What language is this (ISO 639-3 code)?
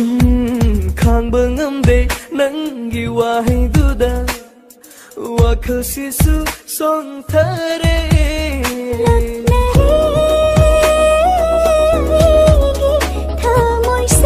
mni